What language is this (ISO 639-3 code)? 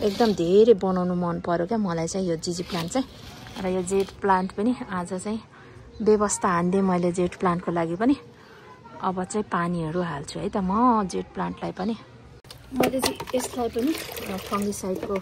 nep